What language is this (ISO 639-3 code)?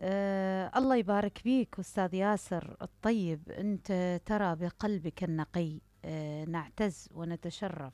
acm